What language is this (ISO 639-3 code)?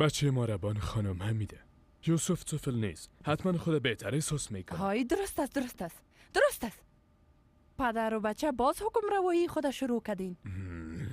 fas